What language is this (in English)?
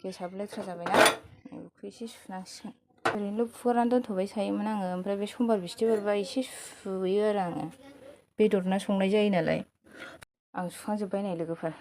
Bodo